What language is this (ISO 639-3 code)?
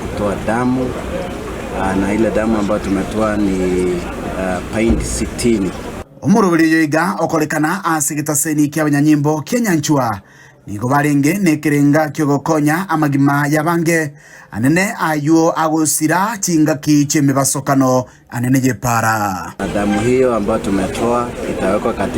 guz